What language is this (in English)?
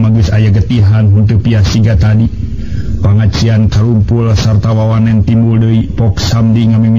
Sundanese